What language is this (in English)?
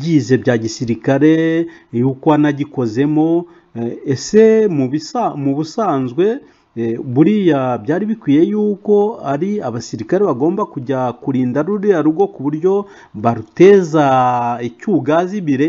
Kinyarwanda